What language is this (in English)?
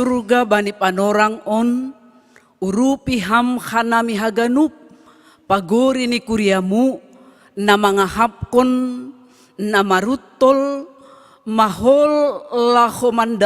Batak Simalungun